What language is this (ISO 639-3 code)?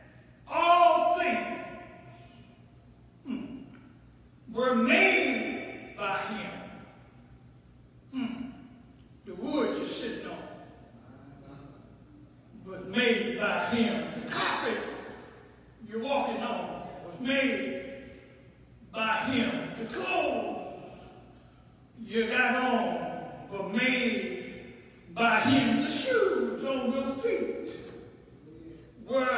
eng